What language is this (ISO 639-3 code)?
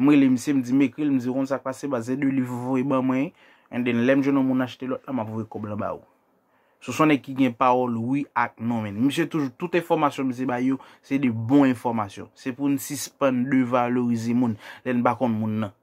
hat